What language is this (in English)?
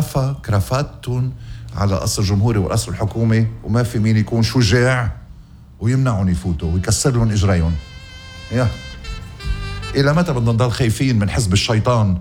North Levantine Arabic